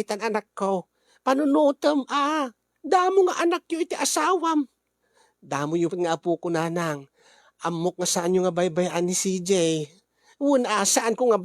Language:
Iloko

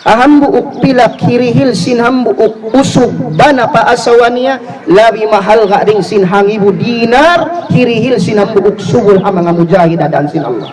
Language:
Tausug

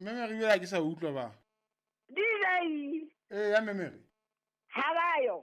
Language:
Southern Sotho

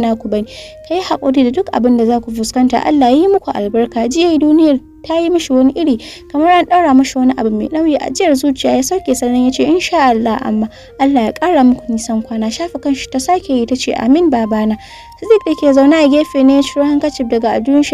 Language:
Hausa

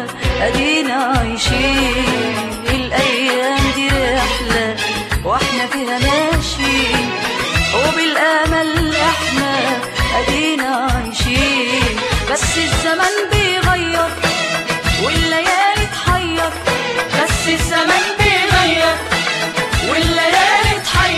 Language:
Egyptian Arabic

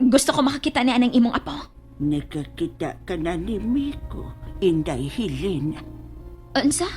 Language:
Cebuano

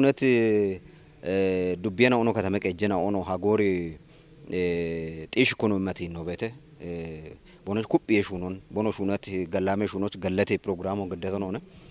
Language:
Kafa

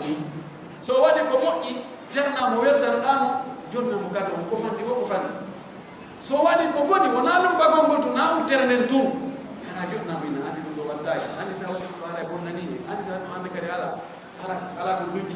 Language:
Pular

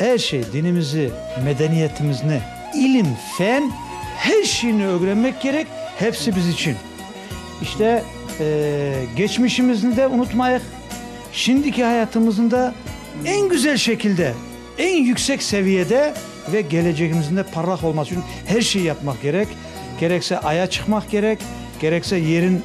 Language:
Crimean Tatar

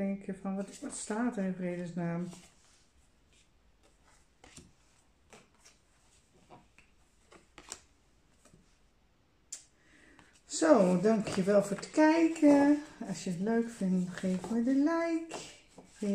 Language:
Dutch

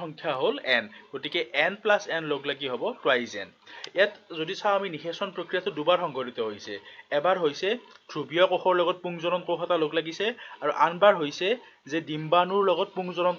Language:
Assamese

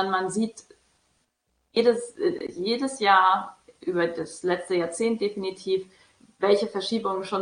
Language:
German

